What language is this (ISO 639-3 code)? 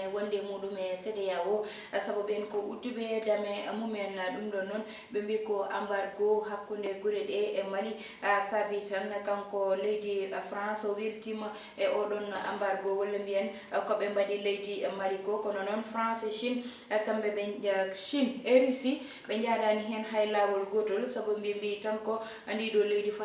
ful